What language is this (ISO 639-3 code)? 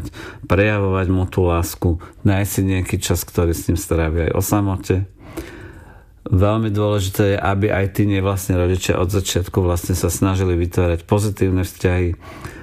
slk